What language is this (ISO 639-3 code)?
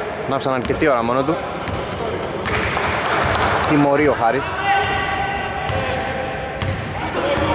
ell